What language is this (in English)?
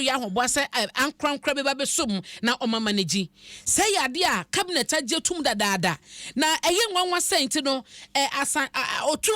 Akan